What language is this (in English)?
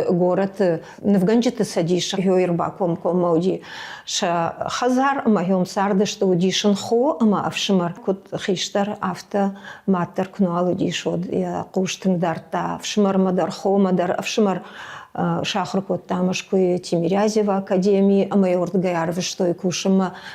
Ossetic